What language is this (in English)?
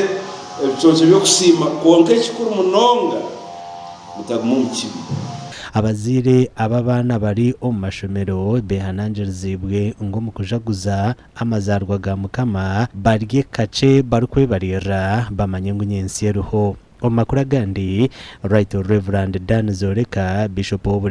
Nyankole